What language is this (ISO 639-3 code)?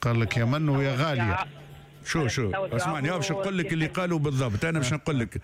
aeb